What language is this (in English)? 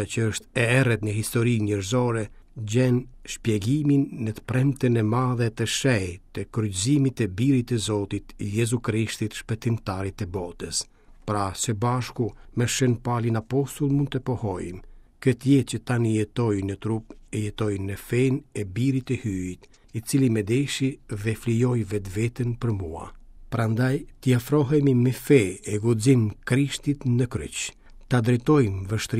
Albanian